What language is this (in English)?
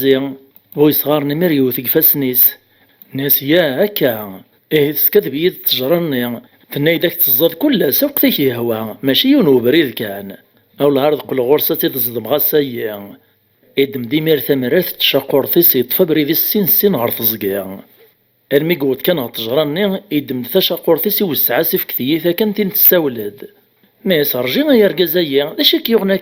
Kabyle